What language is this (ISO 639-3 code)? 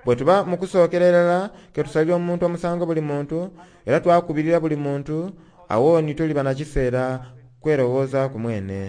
xog